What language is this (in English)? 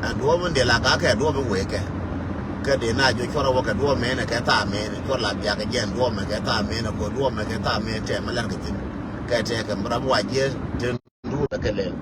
Nuer